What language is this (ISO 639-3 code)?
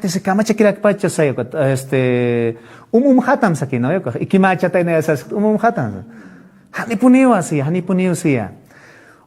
aym